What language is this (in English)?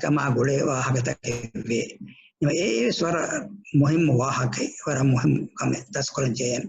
Divehi